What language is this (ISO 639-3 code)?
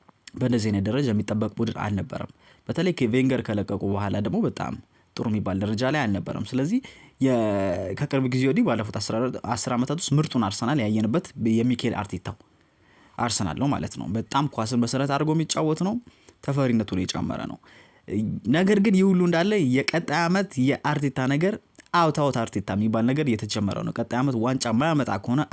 amh